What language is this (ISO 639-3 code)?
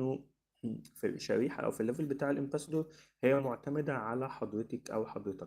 arz